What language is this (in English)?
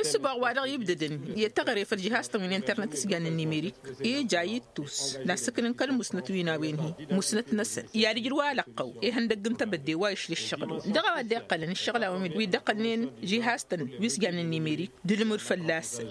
Tamasheq